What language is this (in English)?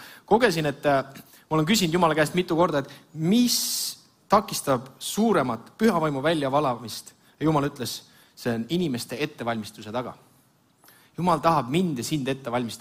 Estonian